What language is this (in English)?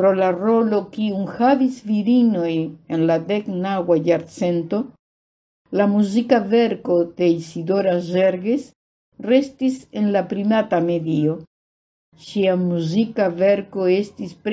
Esperanto